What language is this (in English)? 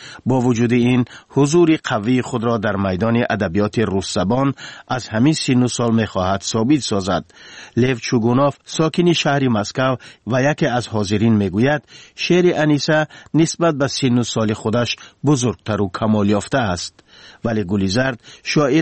Tajik